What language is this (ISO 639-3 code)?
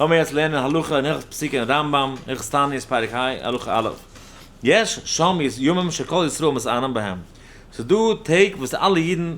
yid